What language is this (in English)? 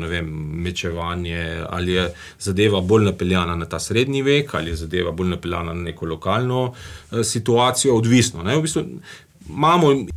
Slovenian